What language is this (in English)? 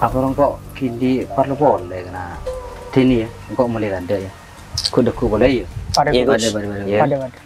Madurese